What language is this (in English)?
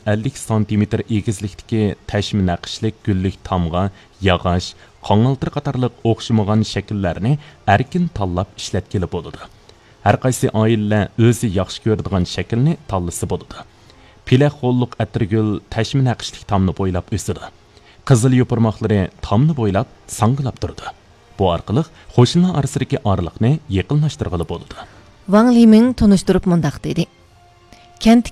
Uyghur